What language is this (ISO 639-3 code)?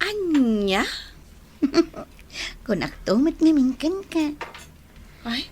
ilo